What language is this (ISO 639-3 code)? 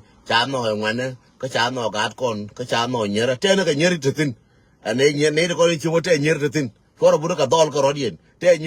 nus